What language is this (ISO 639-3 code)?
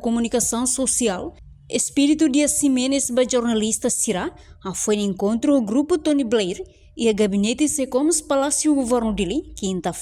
tet